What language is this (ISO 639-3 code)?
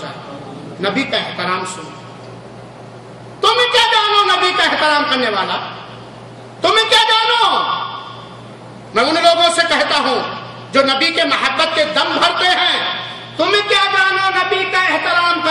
urd